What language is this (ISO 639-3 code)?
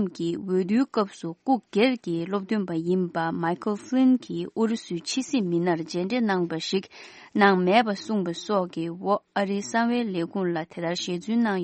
bod